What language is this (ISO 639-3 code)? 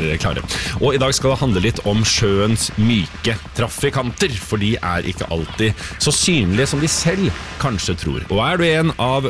nor